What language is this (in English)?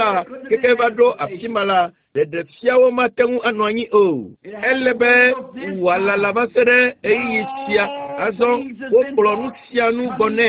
Ewe